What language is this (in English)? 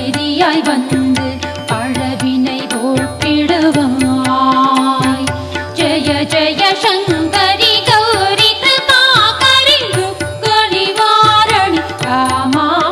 Tamil